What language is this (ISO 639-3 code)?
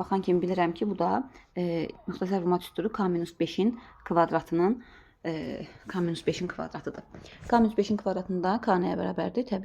aze